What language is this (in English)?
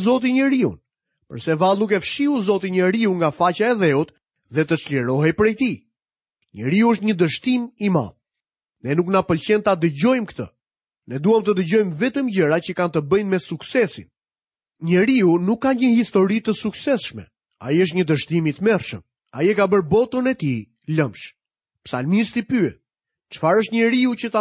Albanian